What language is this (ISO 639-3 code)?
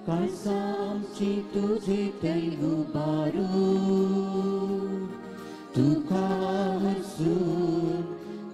kok